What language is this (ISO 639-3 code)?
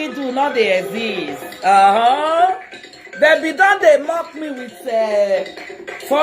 pcm